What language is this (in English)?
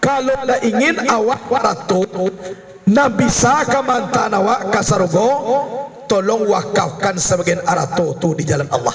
Minangkabau